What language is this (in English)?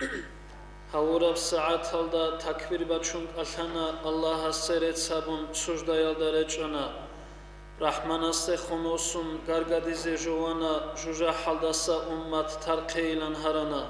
Avaric